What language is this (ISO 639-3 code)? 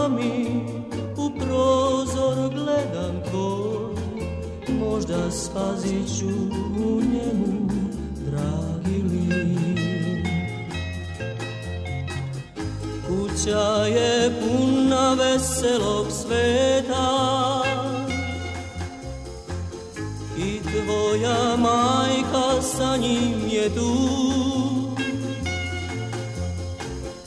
srp